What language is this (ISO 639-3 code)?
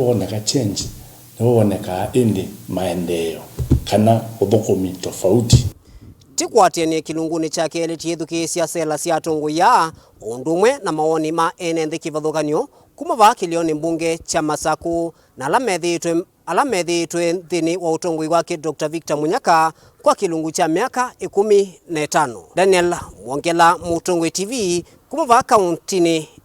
kam